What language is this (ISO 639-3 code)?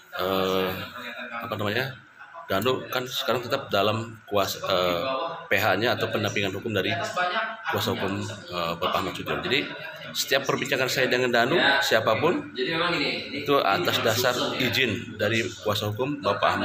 ind